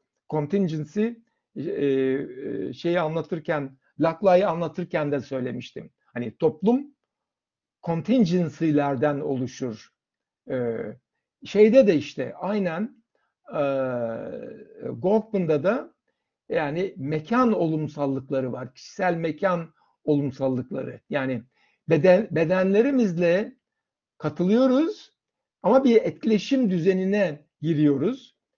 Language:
Turkish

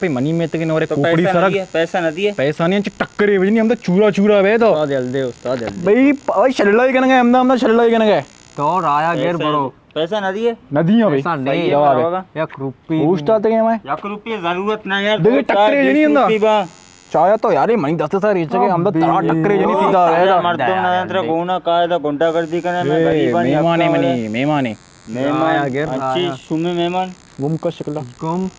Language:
Baluchi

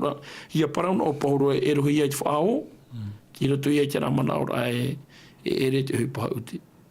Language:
Tahitian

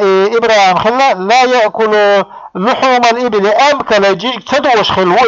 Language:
Chechen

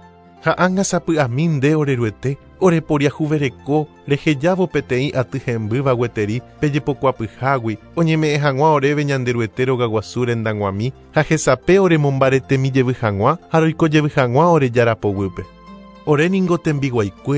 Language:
Guarani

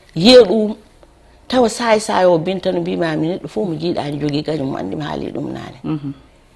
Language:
Fula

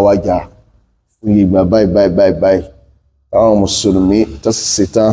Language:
Yoruba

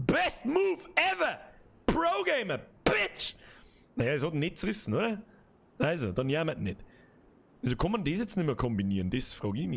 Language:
Bavarian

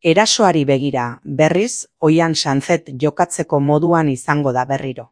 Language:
Basque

